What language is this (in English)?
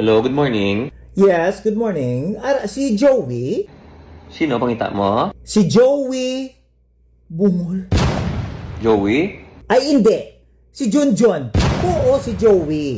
Hiligaynon